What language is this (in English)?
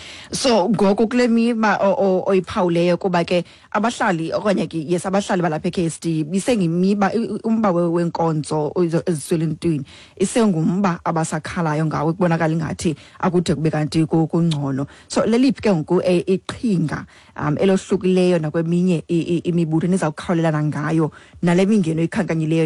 Xhosa